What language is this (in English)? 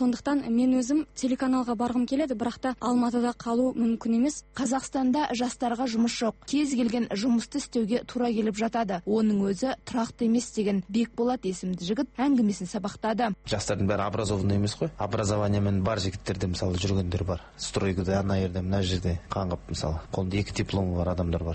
Kazakh